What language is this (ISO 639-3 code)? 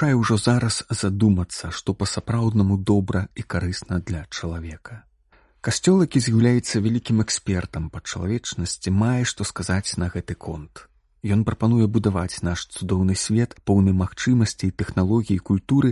bel